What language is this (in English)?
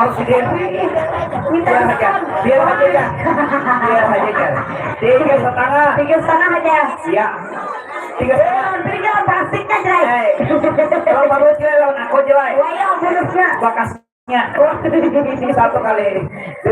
Banjar